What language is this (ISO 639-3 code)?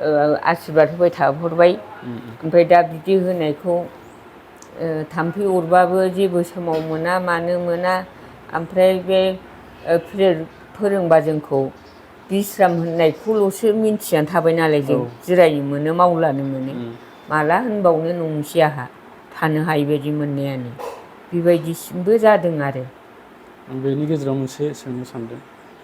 brx